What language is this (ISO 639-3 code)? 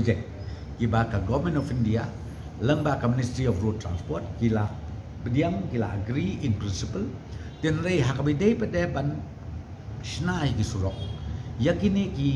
kha